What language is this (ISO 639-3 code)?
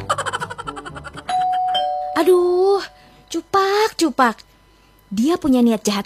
ind